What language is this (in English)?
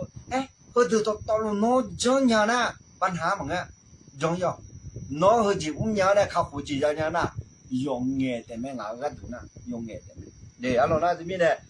Akha